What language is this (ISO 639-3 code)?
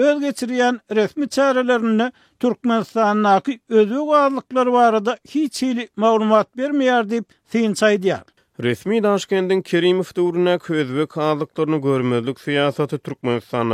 tuk